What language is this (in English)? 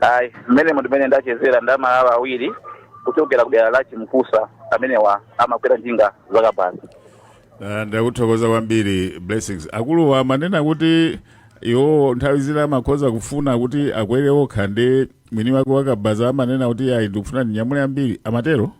Nyanja